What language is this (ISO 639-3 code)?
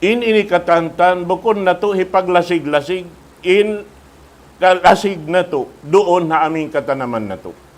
tsg